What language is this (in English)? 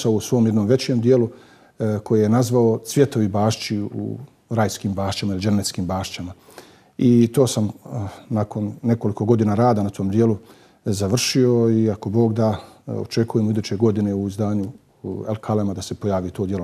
Bosnian